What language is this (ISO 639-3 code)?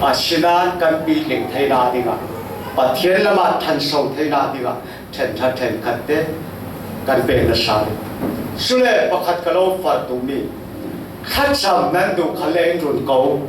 cfm